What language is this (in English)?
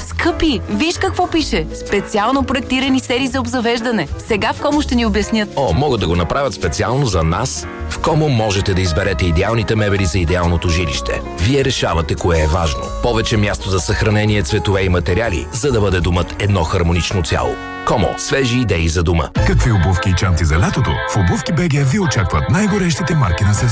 Bulgarian